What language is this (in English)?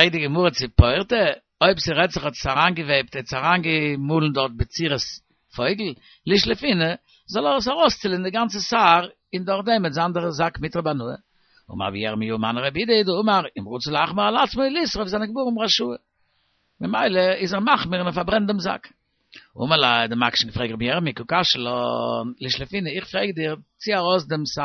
Yiddish